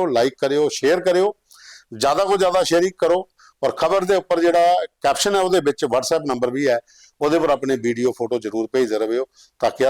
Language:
Dogri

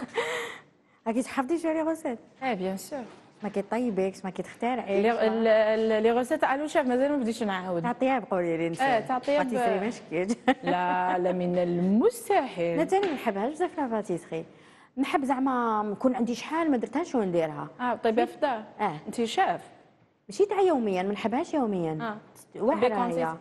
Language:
Algerian Arabic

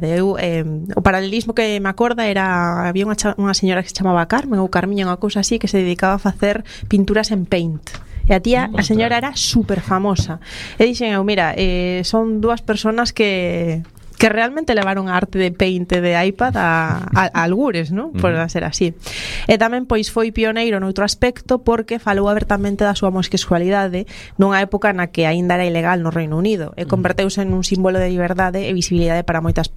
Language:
Galician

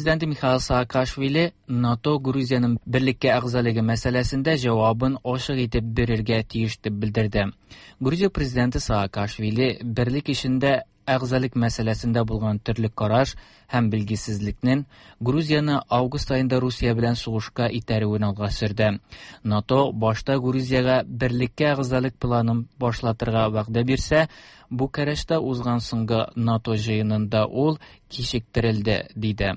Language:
Tatar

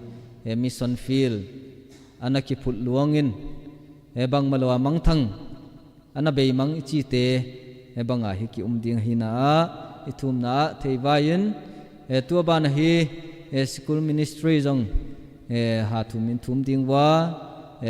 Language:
Tedim Chin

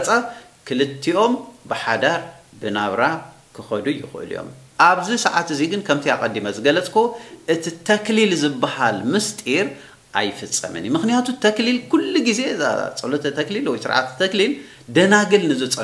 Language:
Tigrinya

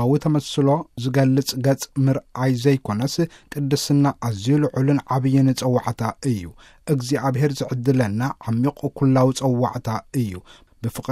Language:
Tigrinya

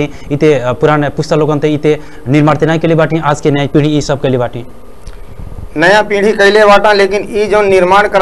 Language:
Bhojpuri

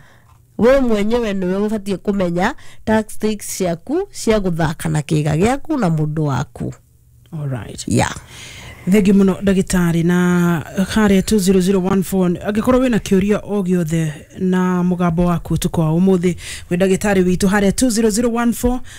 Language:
Kikuyu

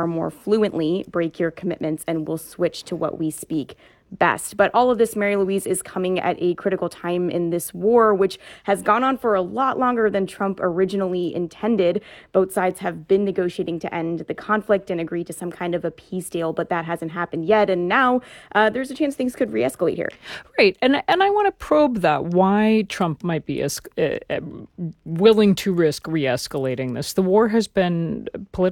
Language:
English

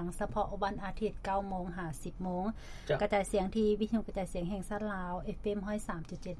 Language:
Lao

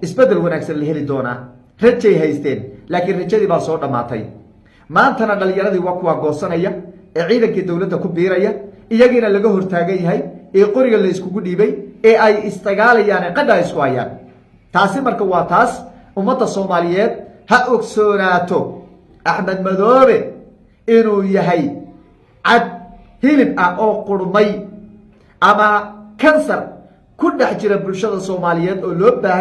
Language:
Somali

